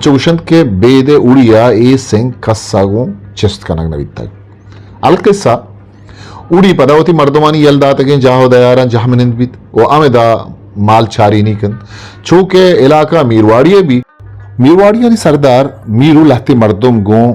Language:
Eastern Balochi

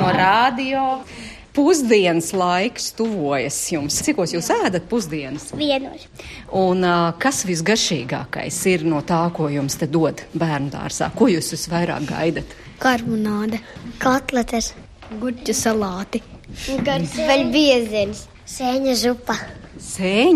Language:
Latvian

